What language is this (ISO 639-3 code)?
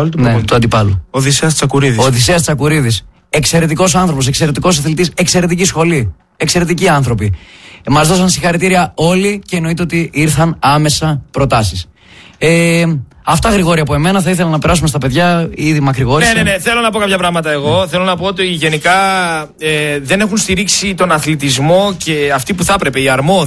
ell